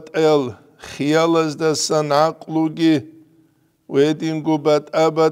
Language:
Avaric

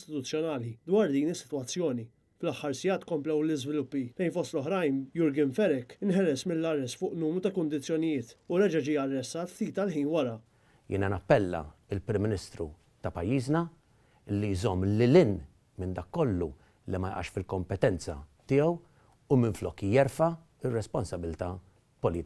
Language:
Maltese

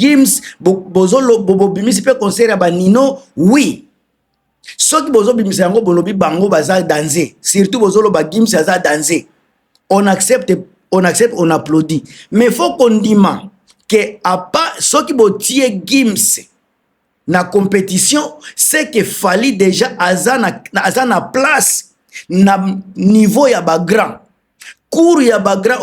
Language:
Lingala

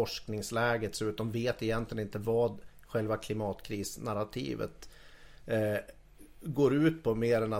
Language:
Swedish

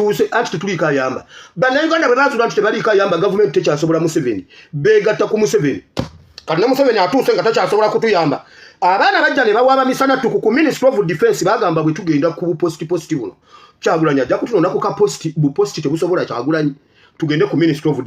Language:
Ganda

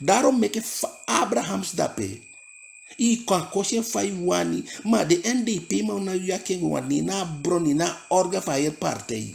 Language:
Eastern Maroon Creole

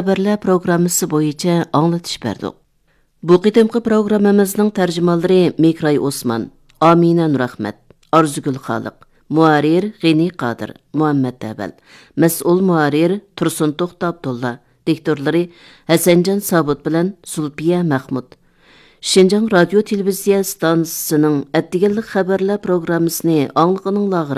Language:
Uyghur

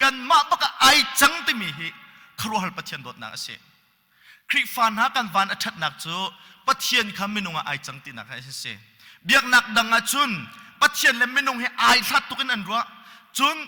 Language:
Hakha Chin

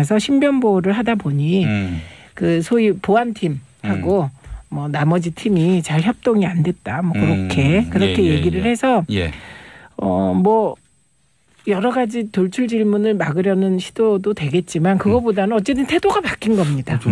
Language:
Korean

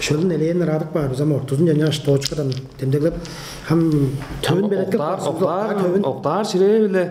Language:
Tuvinian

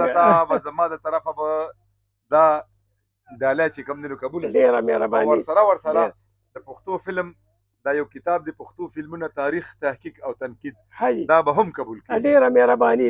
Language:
Pashto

